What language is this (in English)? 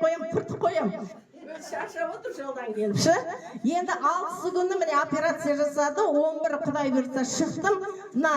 Kazakh